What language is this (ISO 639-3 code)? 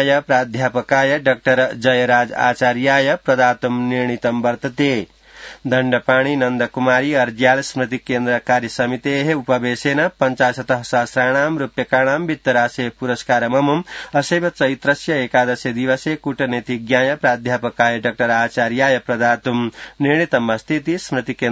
san